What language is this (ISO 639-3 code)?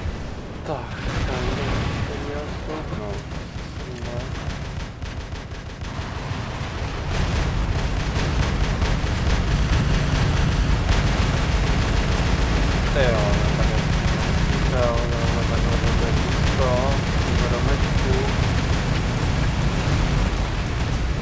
ces